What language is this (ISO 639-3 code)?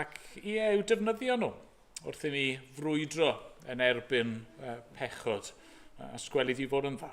cym